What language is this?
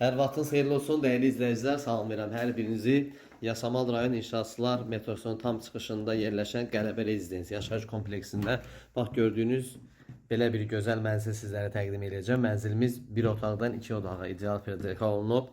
Azerbaijani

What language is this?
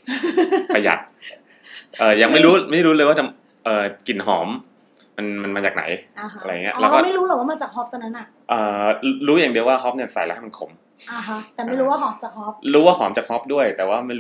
Thai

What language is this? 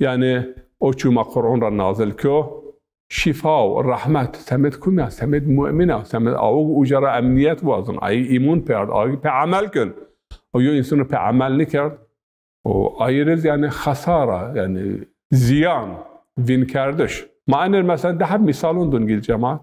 Zaza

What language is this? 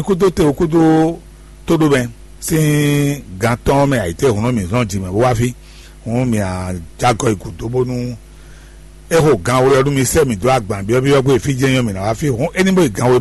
Fon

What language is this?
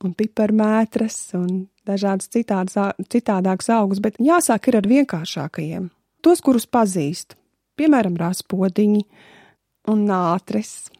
Latvian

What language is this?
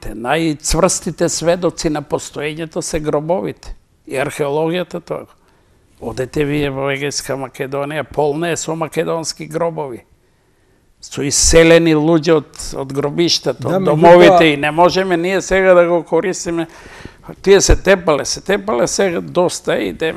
Macedonian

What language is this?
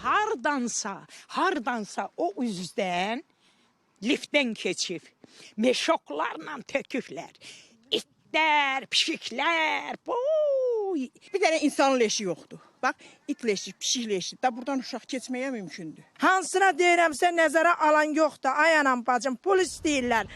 Azerbaijani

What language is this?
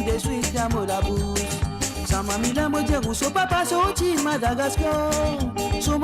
Morisyen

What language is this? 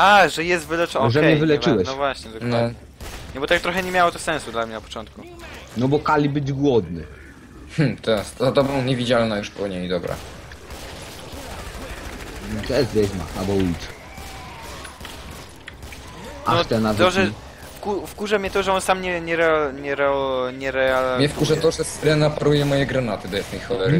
Polish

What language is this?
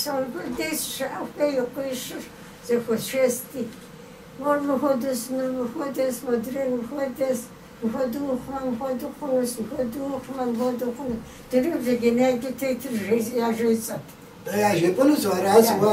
Kabardian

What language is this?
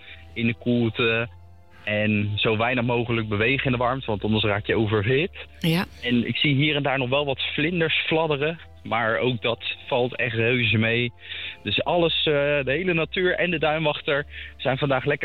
Dutch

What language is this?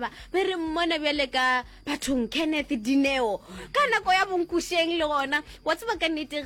Northern Sotho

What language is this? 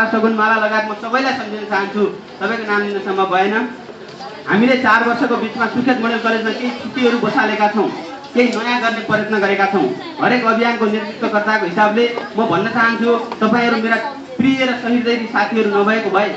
Nepali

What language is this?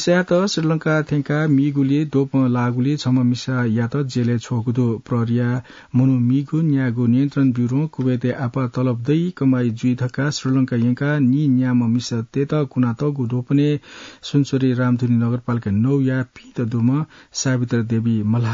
Newari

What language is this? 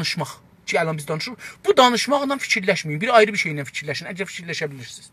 South Azerbaijani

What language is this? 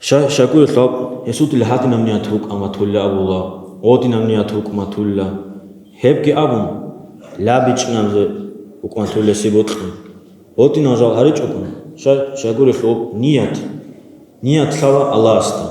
Avaric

